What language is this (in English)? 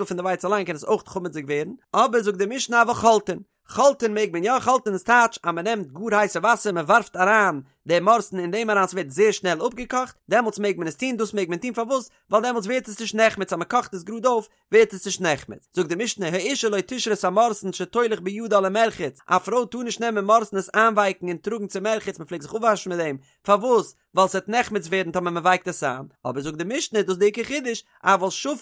Yiddish